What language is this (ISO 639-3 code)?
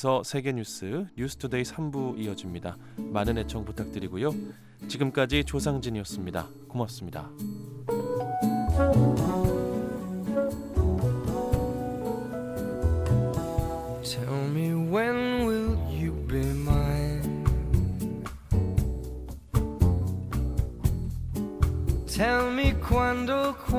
kor